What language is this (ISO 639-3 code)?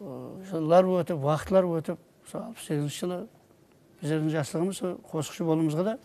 kaa